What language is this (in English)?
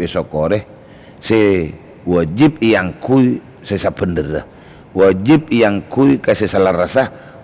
Madurese